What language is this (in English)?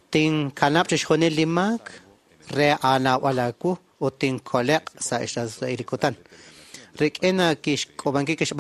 Kekchí